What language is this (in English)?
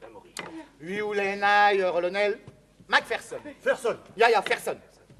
Breton